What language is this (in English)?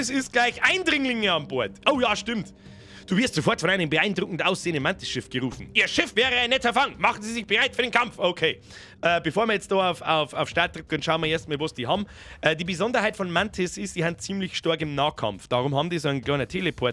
Bavarian